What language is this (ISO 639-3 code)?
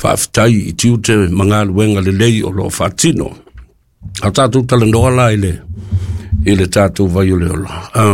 smo